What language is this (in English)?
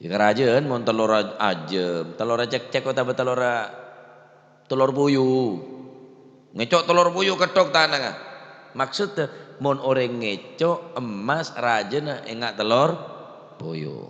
Madurese